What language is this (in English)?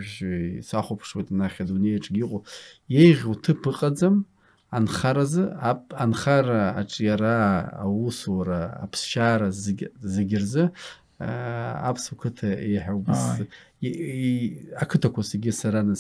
Abkhazian